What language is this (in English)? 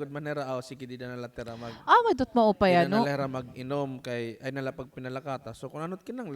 Waray